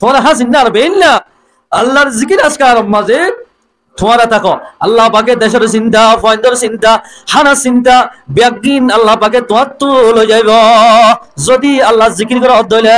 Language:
Rohingya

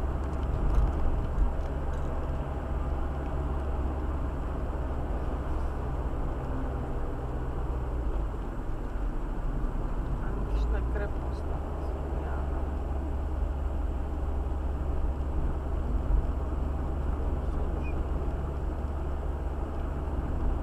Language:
Bulgarian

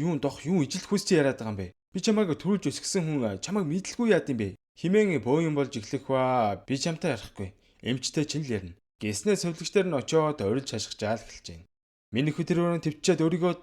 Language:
Mongolian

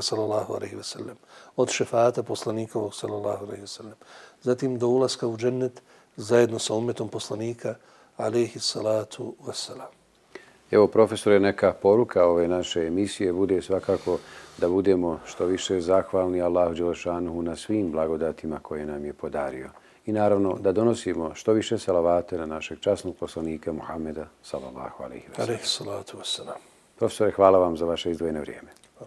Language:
Bosnian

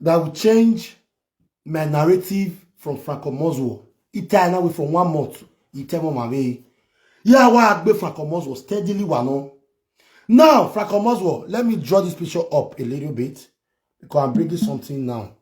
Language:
Nigerian Pidgin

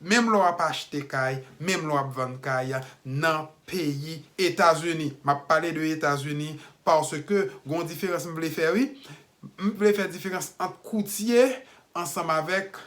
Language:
Haitian Creole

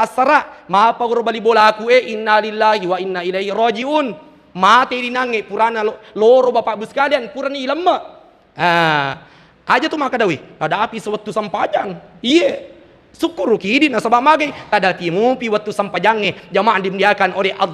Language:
Buginese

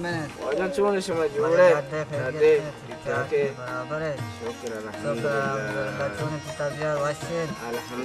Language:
Baluchi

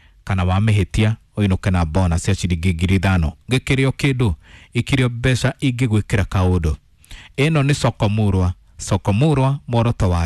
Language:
Kikuyu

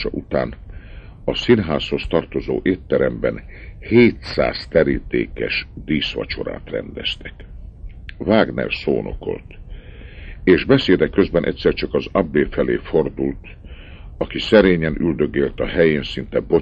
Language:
Hungarian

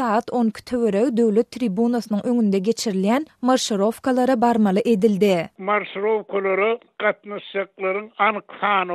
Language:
Turkmen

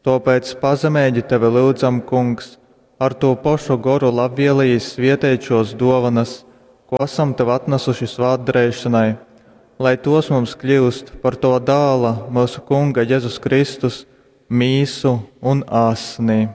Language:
Latgalian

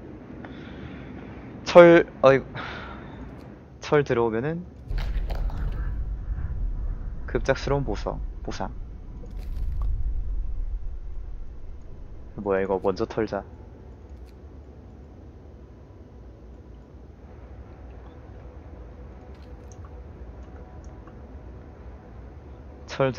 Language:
Korean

